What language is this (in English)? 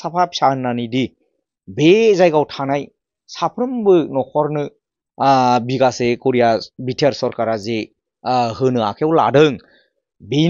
Bodo